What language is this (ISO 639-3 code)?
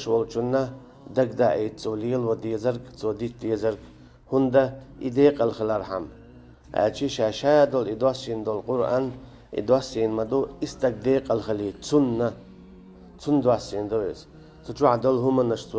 che